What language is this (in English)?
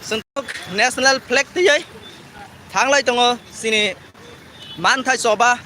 Kok Borok